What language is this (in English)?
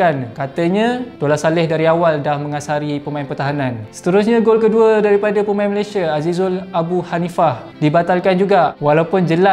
Malay